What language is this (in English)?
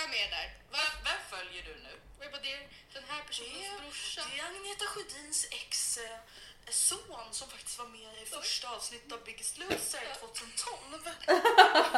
Swedish